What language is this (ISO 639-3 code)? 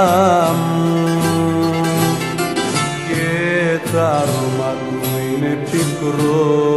ell